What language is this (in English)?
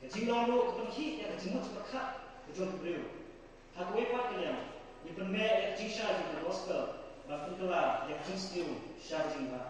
Khasi